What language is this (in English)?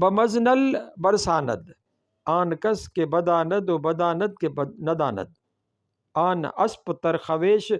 Sindhi